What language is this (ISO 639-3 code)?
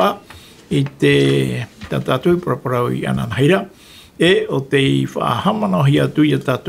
tah